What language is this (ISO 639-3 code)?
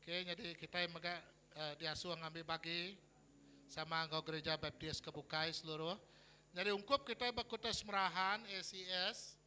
iba